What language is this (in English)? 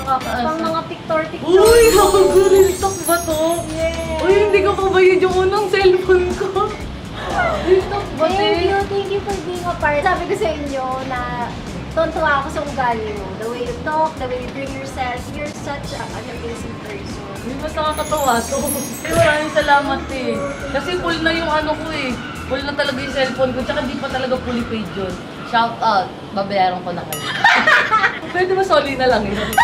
Filipino